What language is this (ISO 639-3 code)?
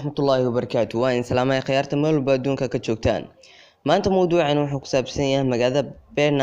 som